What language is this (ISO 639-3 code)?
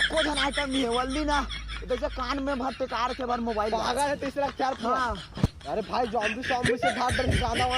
hne